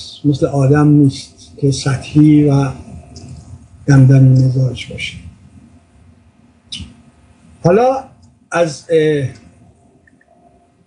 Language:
Persian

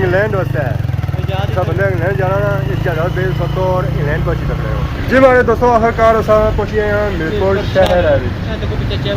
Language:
Pahari-Potwari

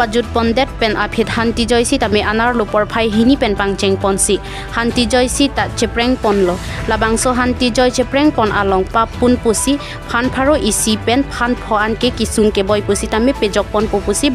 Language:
Karbi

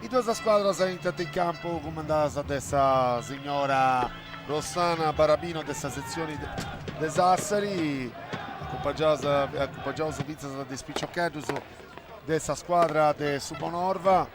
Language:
Sardinian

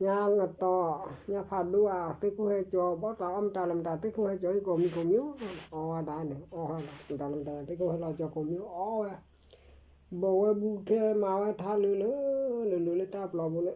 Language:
S'gaw Karen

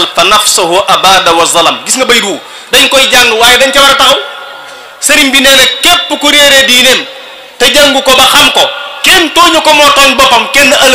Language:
Wolof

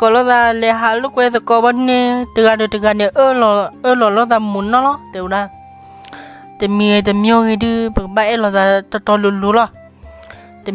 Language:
S'gaw Karen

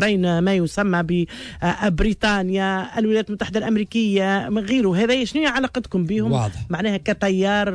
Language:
Tunisian Arabic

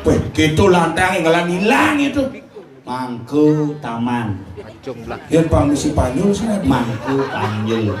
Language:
Balinese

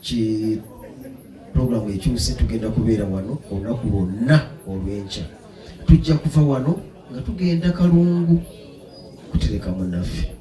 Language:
Ganda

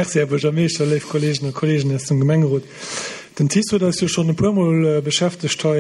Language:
Luxembourgish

